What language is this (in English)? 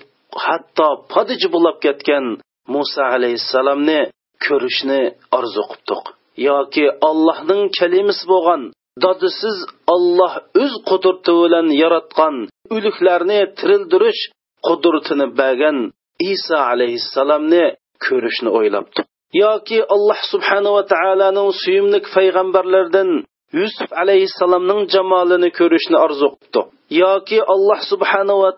Uyghur